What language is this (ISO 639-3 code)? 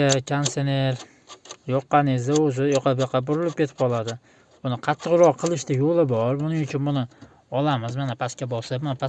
uzb